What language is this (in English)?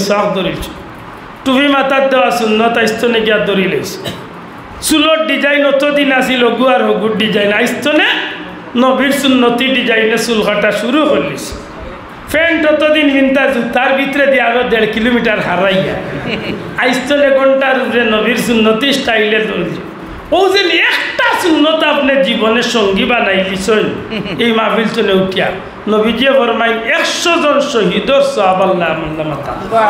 Sylheti